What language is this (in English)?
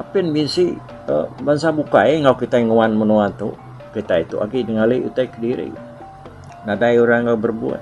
Iban